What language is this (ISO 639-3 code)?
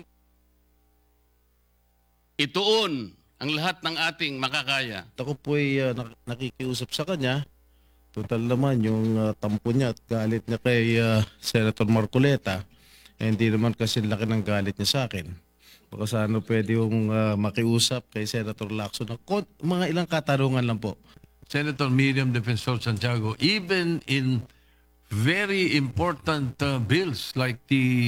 fil